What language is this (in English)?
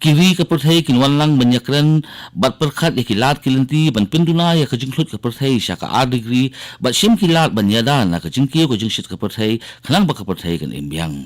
Khasi